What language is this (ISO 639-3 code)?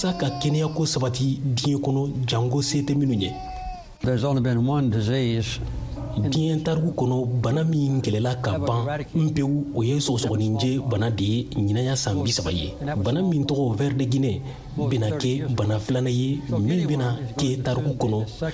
bam